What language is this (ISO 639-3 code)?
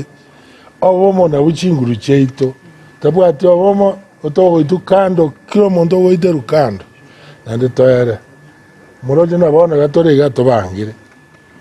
guz